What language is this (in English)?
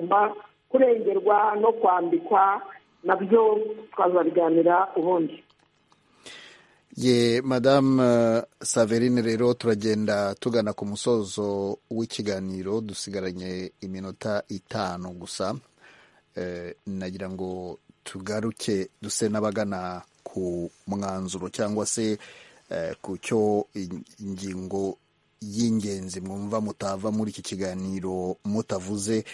Kinyarwanda